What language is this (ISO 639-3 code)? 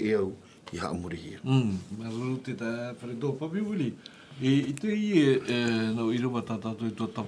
tah